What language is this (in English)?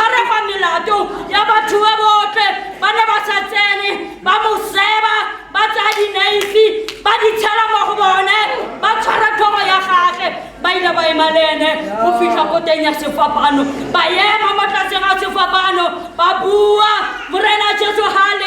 Tswana